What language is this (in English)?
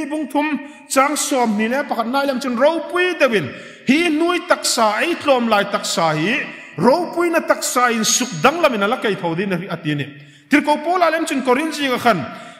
Hmar